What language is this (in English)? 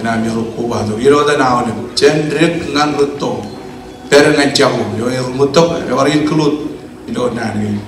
Marshallese